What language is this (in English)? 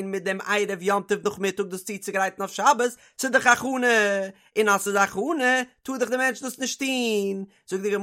Yiddish